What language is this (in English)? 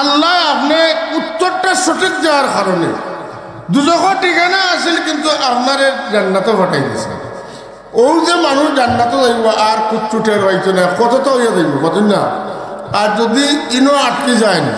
Sylheti